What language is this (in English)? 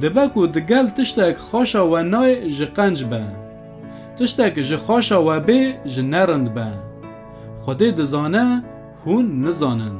Kurdish